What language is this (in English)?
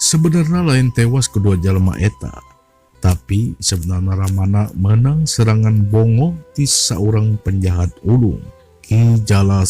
Sundanese